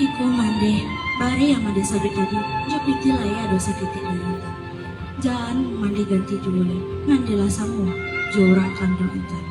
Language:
Minangkabau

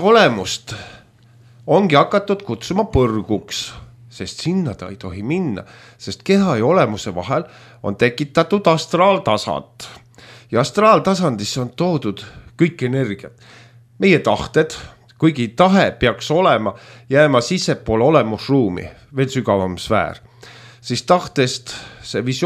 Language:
Estonian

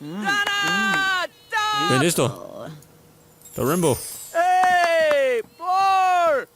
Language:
Bavarian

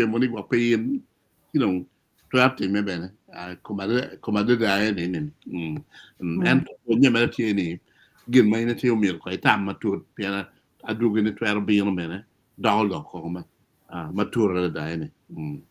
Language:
Acoli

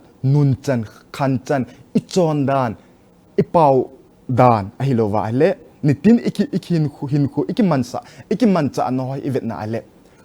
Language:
Thado Chin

